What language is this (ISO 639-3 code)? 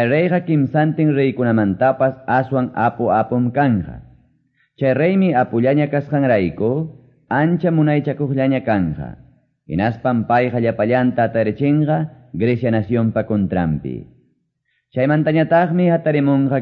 que